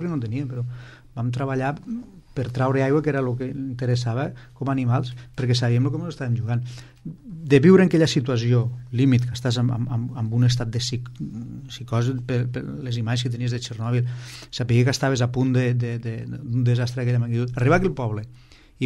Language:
Catalan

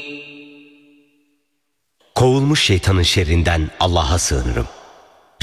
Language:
Turkish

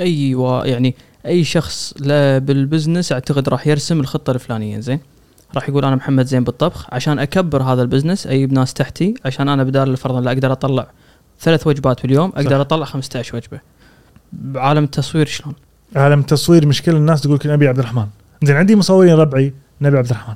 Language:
Gulf Arabic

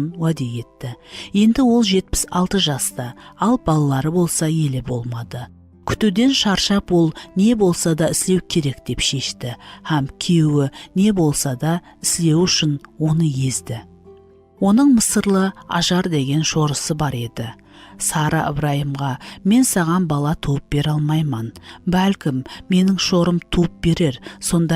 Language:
Kara-Kalpak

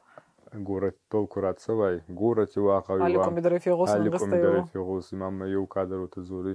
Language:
Ossetic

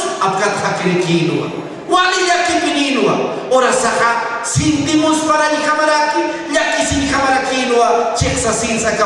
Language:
Aymara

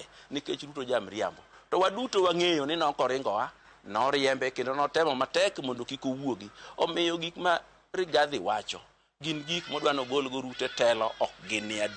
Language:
Luo (Kenya and Tanzania)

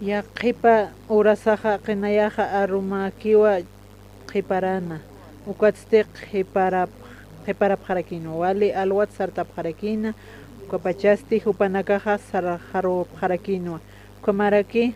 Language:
Aymara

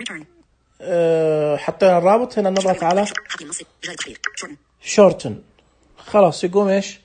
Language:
Najdi Arabic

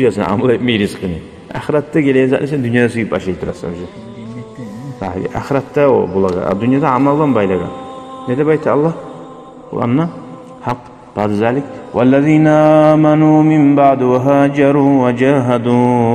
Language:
Kumyk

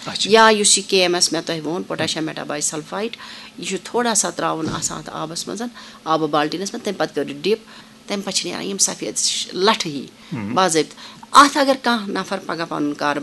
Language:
Kashmiri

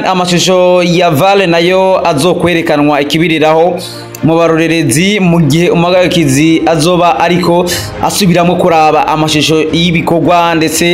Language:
Rundi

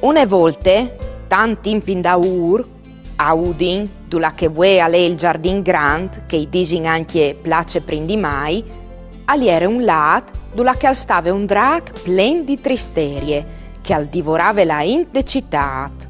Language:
Friulian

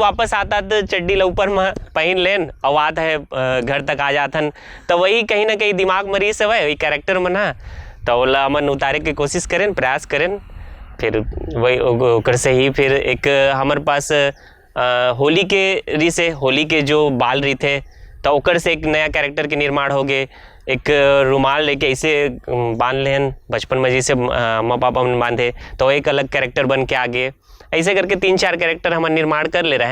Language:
Chhattisgarhi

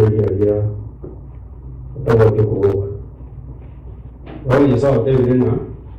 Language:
Swahili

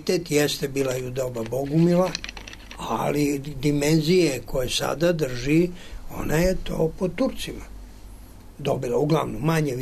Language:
Serbian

